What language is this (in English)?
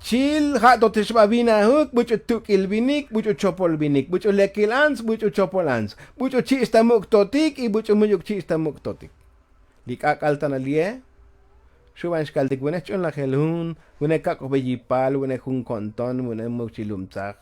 Tzotzil